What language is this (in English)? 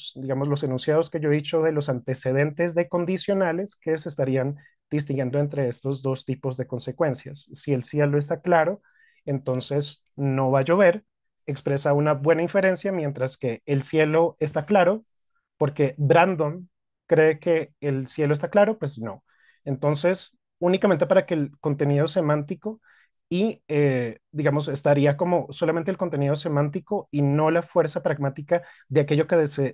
Spanish